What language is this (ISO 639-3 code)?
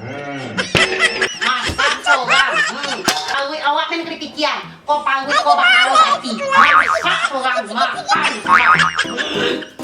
min